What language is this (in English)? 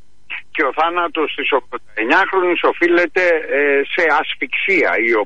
Greek